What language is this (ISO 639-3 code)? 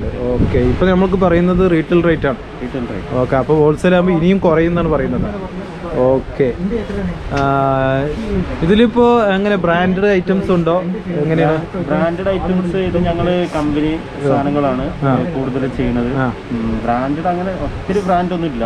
mal